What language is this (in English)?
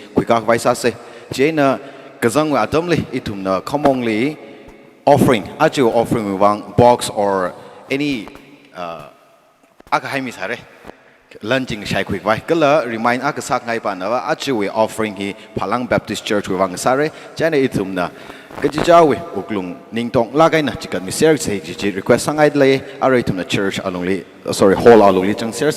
Tangkhul Naga (India)